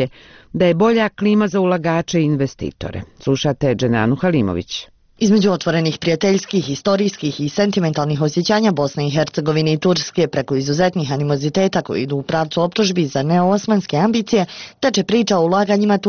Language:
Bosnian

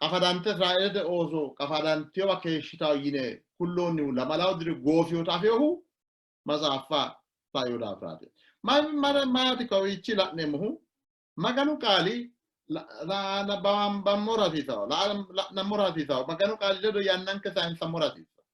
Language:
Sidamo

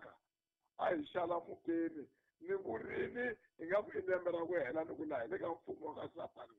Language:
Tsonga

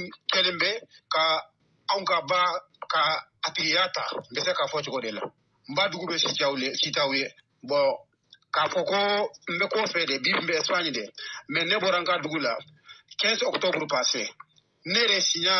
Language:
Bambara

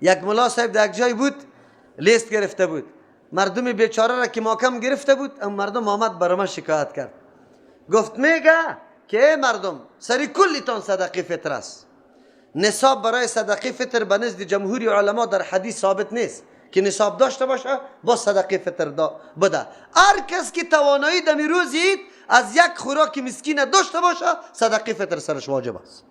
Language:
Persian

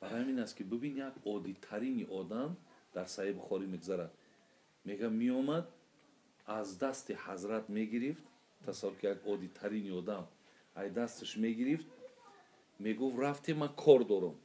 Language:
Tajik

